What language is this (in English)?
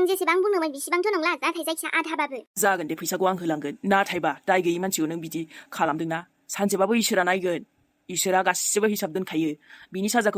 Bodo